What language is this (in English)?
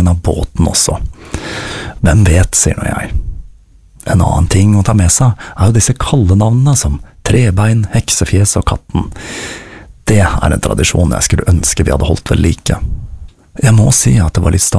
Norwegian